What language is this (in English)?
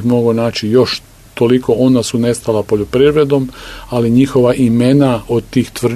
Croatian